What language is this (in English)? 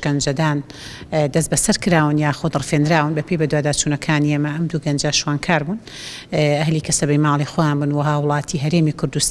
Central Kurdish